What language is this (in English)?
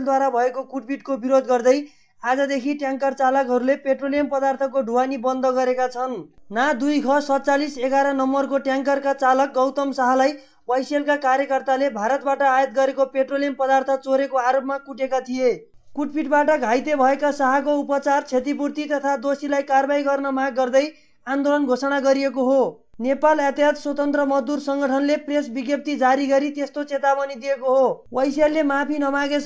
Nepali